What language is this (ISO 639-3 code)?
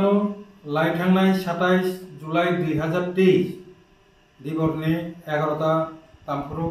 trp